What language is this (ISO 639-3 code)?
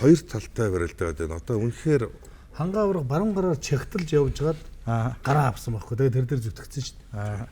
mon